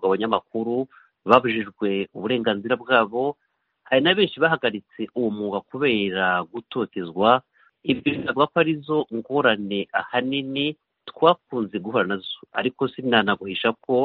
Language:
Kinyarwanda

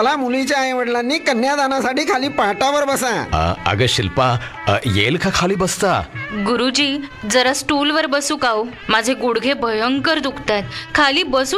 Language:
Marathi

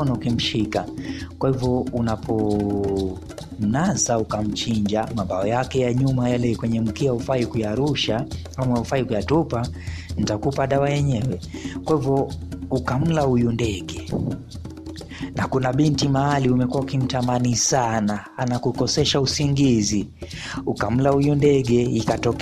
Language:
Swahili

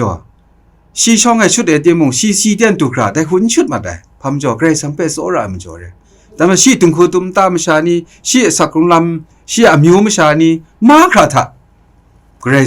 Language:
Kachin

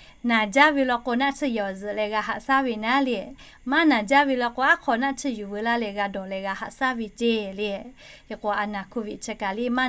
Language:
Lahu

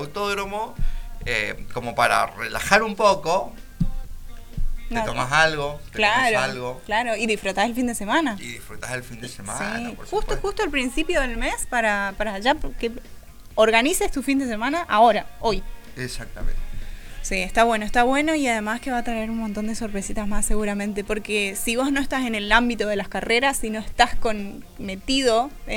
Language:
Spanish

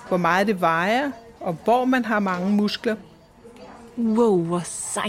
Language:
Danish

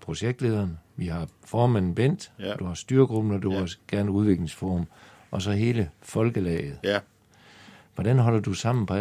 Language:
Danish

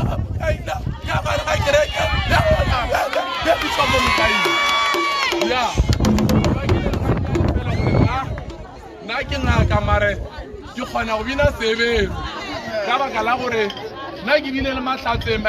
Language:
Northern Sotho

